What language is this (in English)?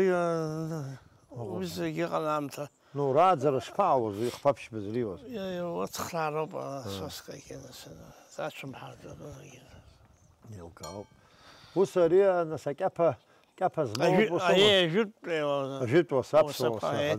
Abkhazian